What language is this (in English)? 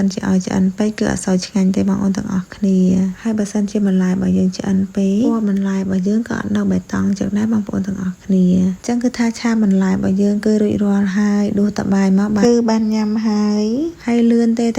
Khmer